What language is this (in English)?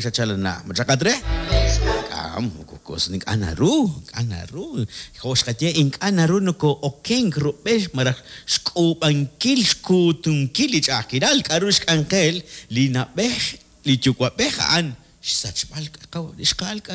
Kekchí